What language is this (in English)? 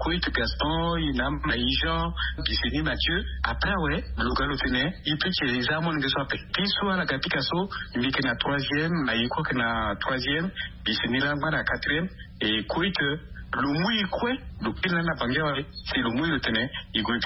Sango